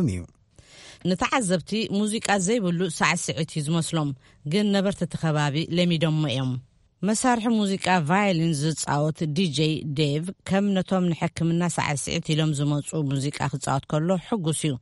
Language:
Tigrinya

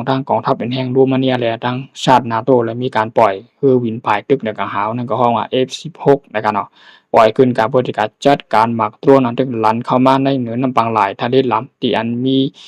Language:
Shan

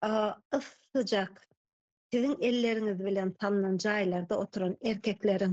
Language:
Turkmen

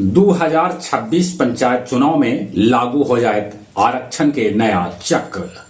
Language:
Magahi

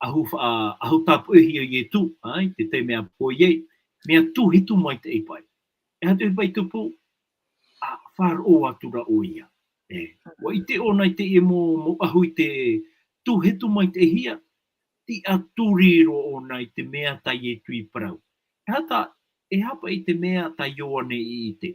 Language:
Tahitian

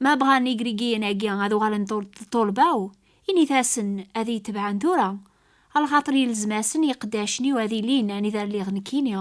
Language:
Kabyle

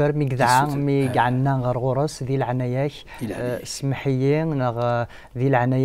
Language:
Kabyle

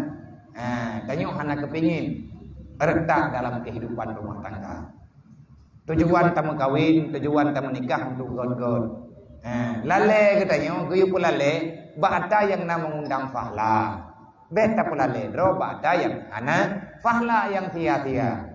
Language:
Achinese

